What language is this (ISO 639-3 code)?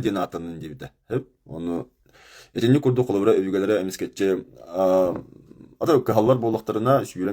sah